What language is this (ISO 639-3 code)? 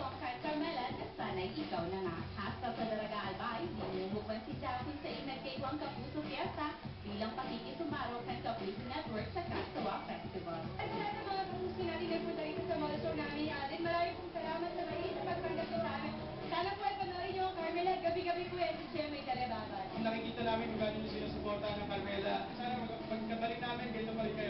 bik